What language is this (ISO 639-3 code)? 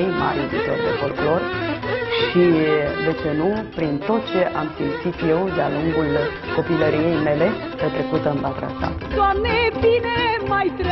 ron